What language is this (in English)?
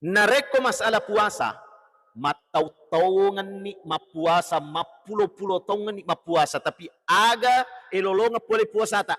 Buginese